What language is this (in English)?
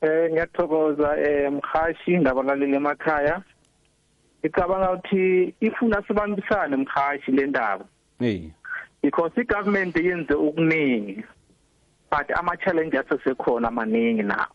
South Ndebele